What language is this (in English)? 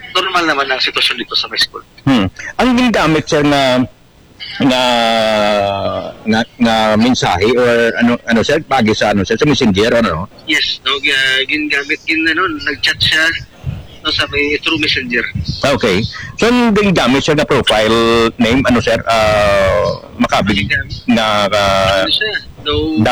Filipino